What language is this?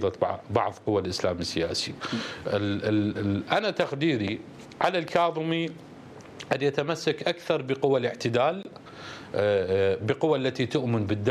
Mesopotamian Arabic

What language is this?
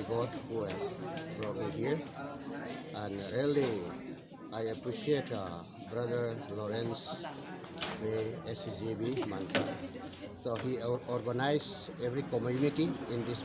Karbi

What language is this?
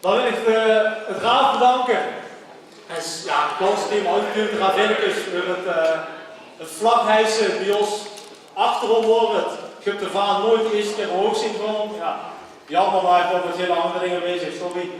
Limburgish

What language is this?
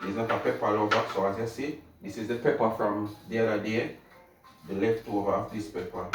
Jamaican Creole English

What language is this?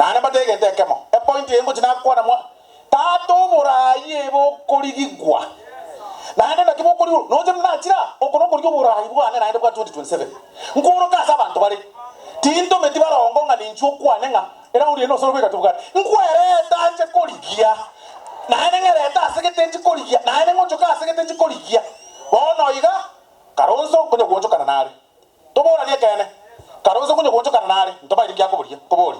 Gusii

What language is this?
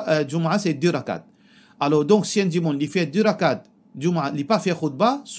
Morisyen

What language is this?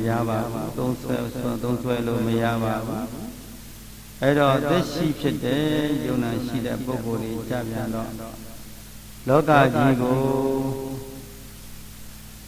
Burmese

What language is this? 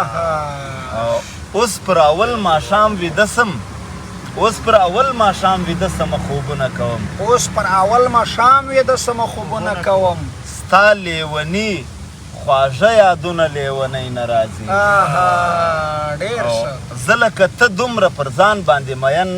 Pashto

